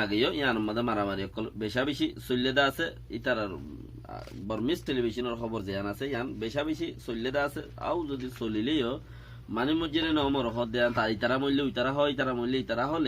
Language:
Rohingya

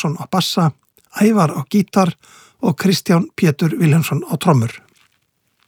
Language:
Icelandic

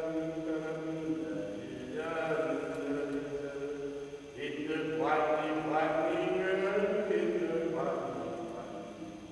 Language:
Danish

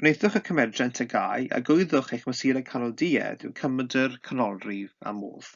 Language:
Welsh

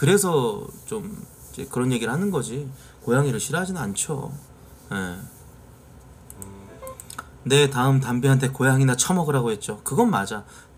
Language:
Korean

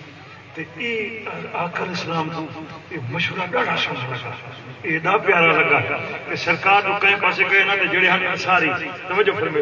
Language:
Saraiki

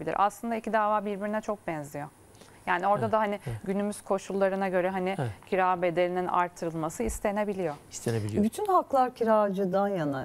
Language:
Turkish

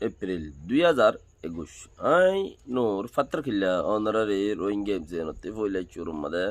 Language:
Rohingya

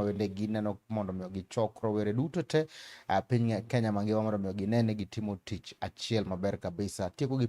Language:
Luo (Kenya and Tanzania)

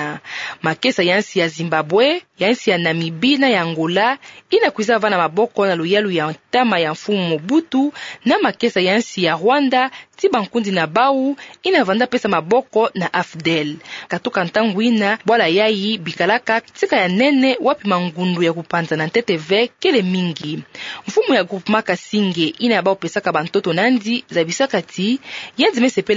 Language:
Kituba (Democratic Republic of Congo)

